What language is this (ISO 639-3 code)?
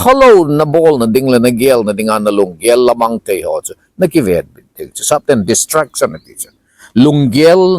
tcz